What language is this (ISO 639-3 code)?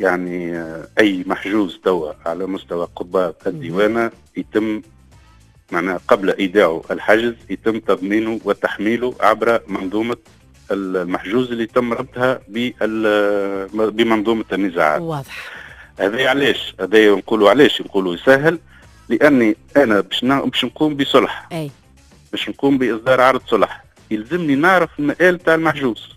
aeb